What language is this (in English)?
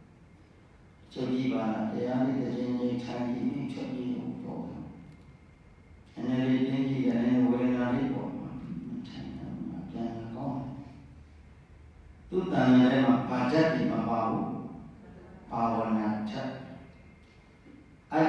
Burmese